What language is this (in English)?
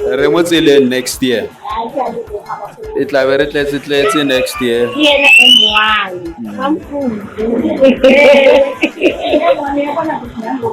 Tswana